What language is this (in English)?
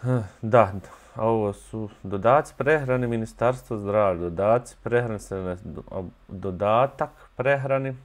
Bosnian